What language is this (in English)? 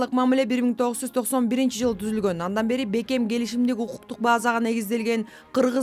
Kyrgyz